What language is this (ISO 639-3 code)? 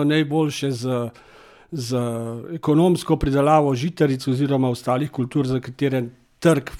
slv